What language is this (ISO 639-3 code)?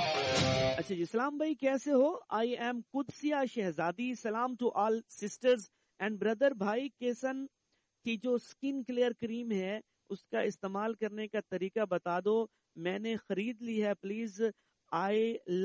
urd